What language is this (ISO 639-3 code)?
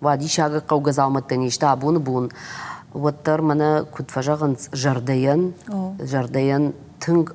oss